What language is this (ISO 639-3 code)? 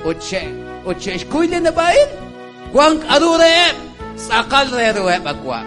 kek